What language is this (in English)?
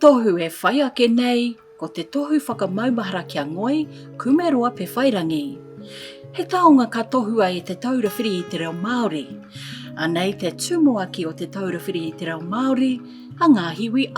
Māori